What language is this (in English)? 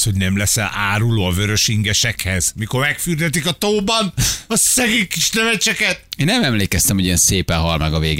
Hungarian